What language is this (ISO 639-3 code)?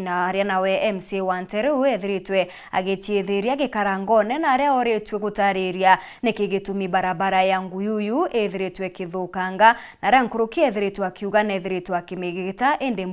mer